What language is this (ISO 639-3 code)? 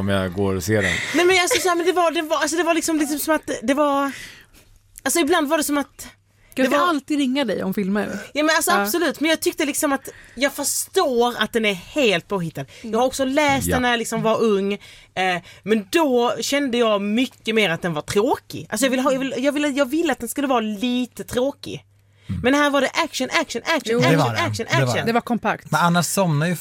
swe